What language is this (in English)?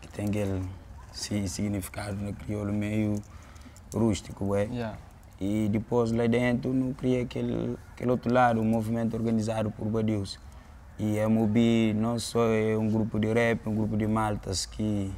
Kabuverdianu